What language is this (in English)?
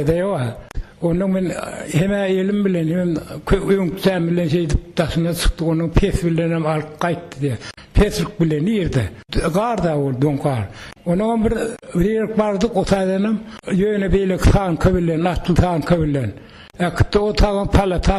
Turkmen